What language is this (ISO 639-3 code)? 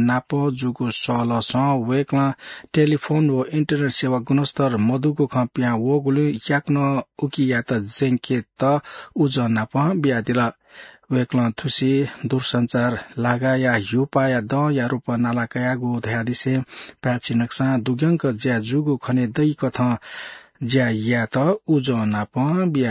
new